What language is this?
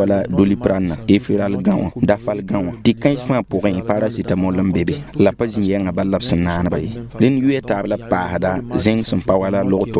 Mossi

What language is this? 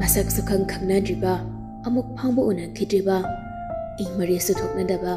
Manipuri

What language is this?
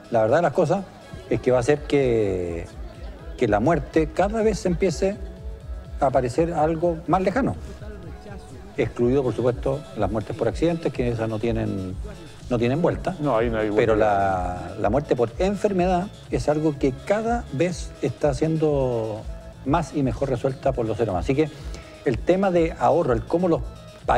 Spanish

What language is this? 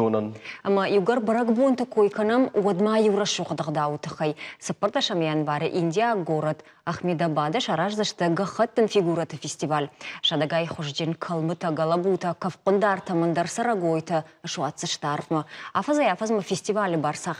Ossetic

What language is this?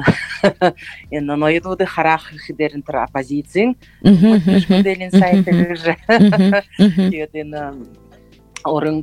Buriat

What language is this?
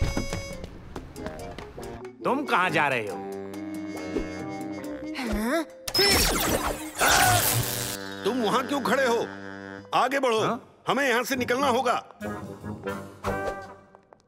Hindi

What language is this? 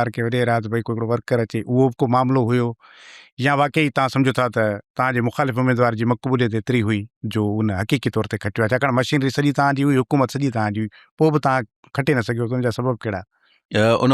Sindhi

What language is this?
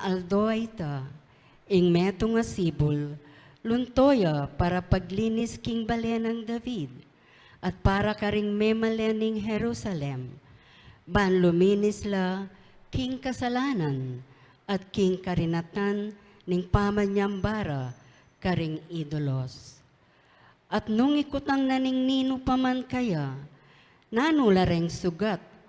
Pampanga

